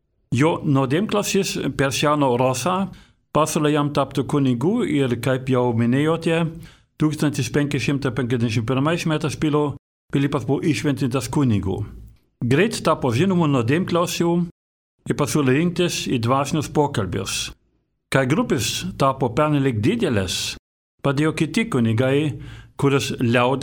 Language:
Lithuanian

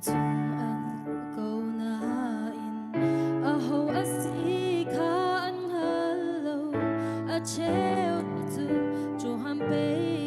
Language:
Hakha Chin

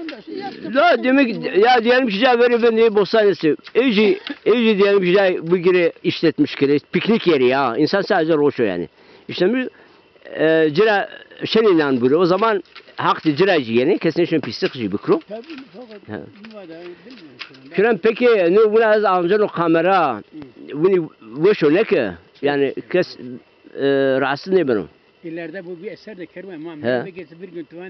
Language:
Zaza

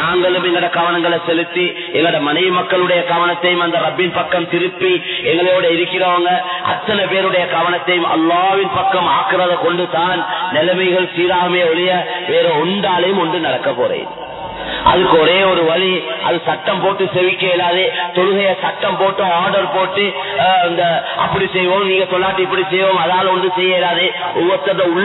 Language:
Tamil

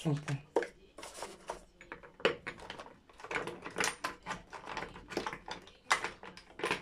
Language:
Russian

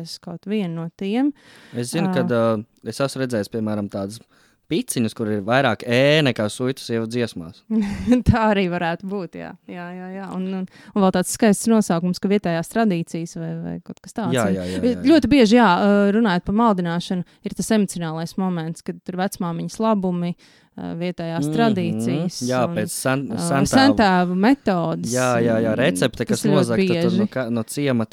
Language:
Latvian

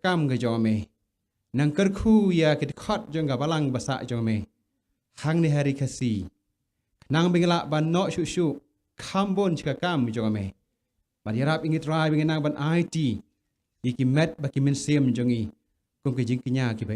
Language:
Khasi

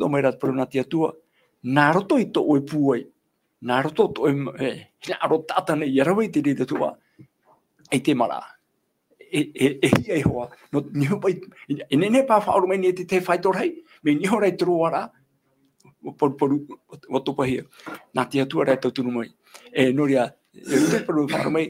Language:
Tahitian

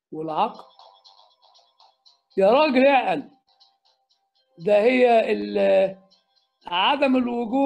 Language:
Egyptian Arabic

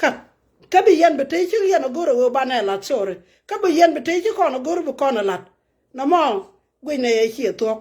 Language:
Nuer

